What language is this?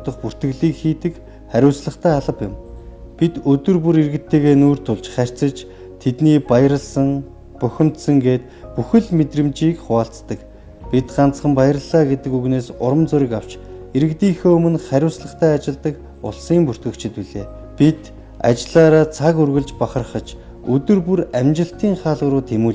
Mongolian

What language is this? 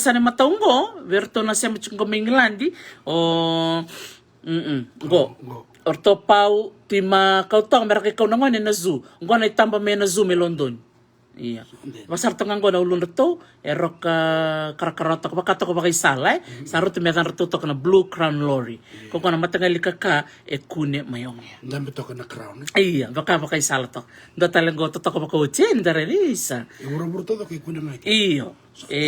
Fijian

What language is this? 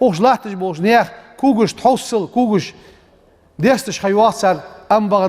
Ingush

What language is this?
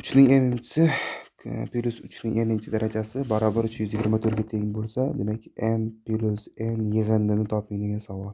Uzbek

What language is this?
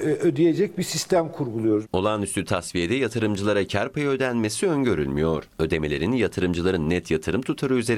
Turkish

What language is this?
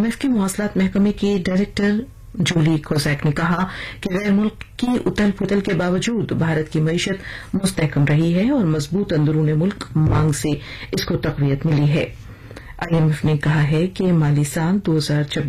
Urdu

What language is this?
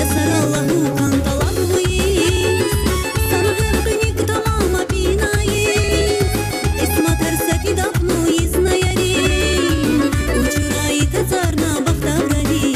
Tabassaran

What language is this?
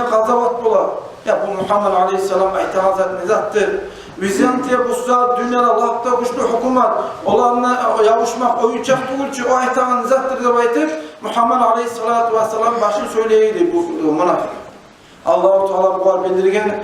Kumyk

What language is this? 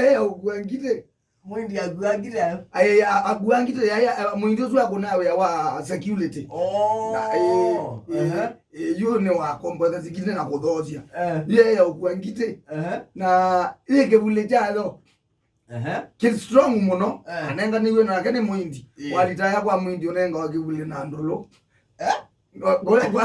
Kamba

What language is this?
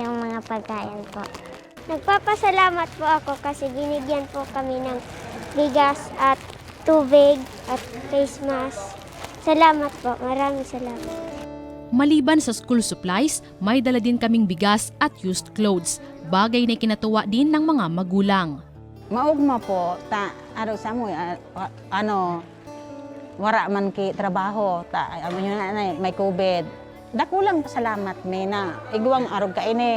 Bikol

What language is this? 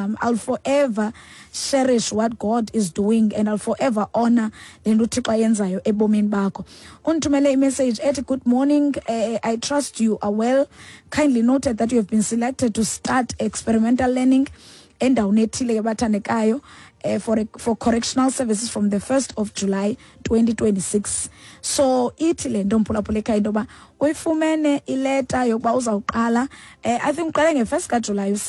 Xhosa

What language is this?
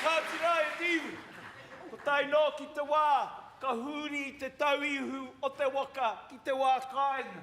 Māori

